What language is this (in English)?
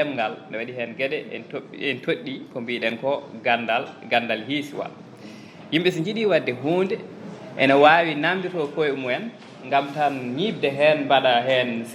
Fula